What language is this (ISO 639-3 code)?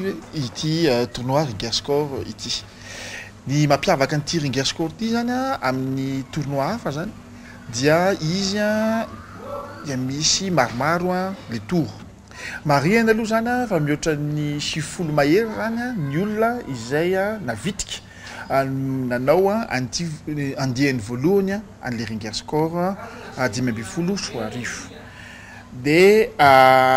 mlg